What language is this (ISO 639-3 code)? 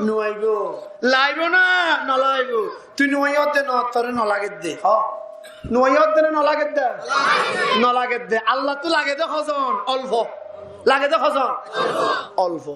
rhg